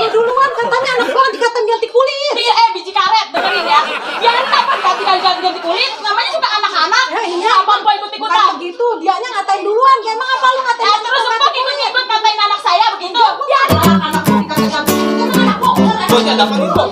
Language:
Betawi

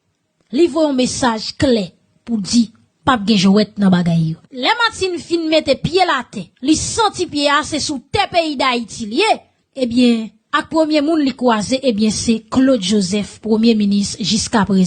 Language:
Haitian Creole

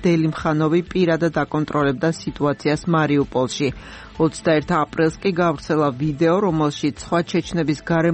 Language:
Georgian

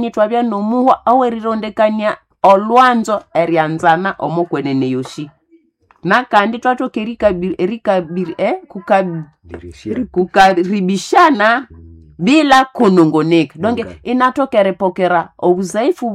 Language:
Nande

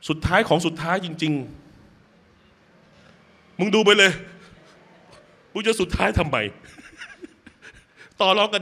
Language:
Thai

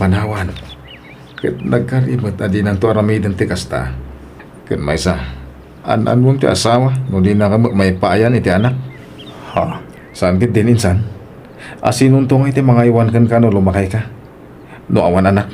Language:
Iloko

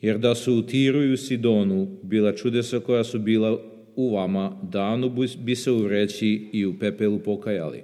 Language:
Serbian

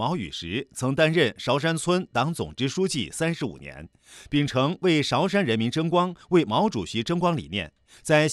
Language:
Chinese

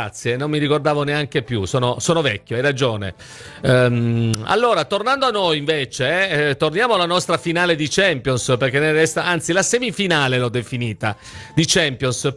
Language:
Italian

